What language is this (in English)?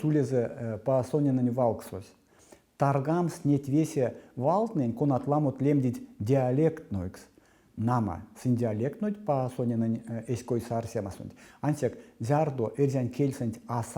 Erzya